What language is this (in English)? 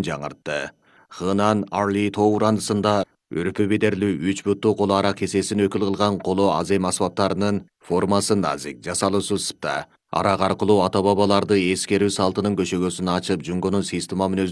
Kyrgyz